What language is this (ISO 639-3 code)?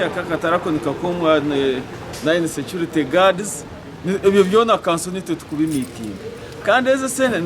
nyn